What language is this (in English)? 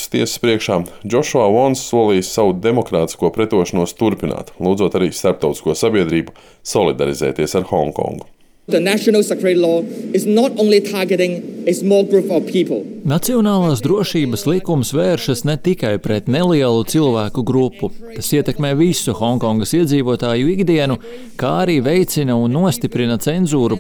Latvian